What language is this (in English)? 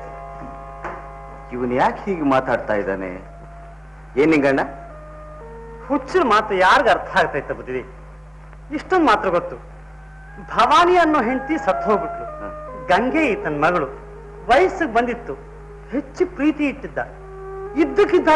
Kannada